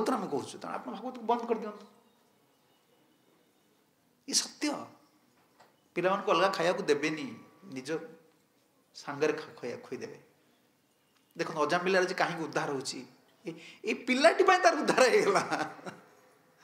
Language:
Odia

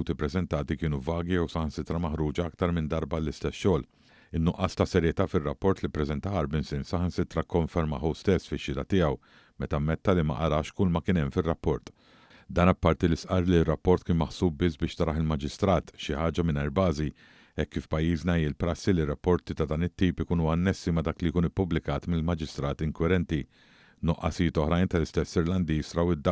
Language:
Maltese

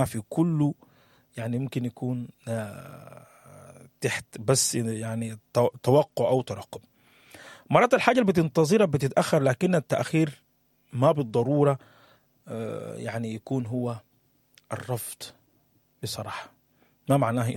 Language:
Sudanese Arabic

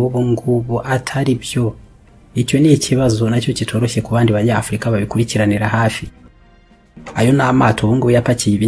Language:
Kinyarwanda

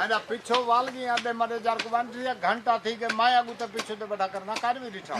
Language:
Saraiki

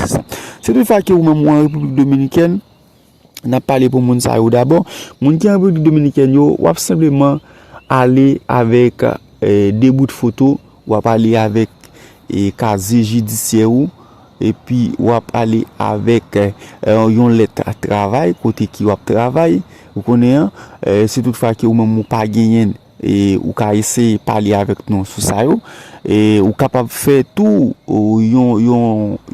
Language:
Haitian Creole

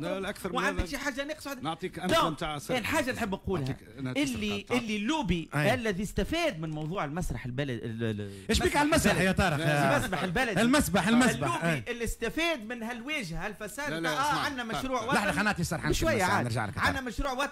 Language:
Tunisian Arabic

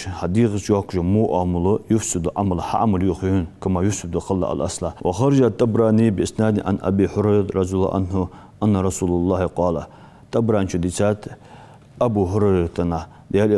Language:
Ingush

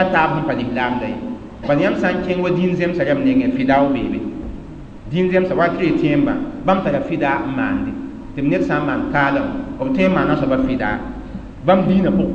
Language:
Mossi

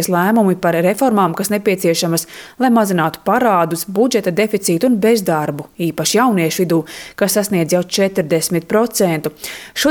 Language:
Latvian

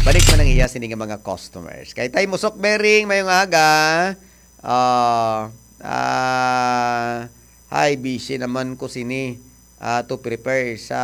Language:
Hiligaynon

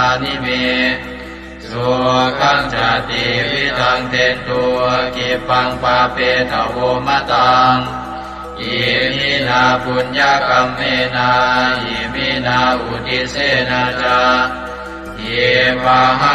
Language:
Pali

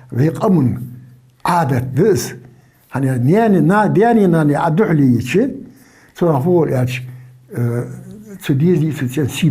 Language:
Ingush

